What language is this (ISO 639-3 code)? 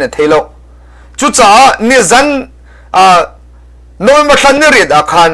cnh